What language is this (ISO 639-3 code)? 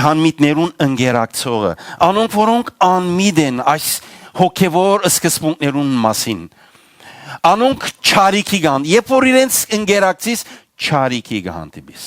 hyw